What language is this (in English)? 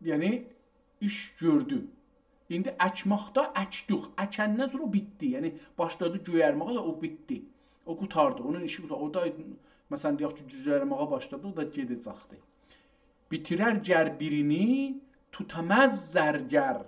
South Azerbaijani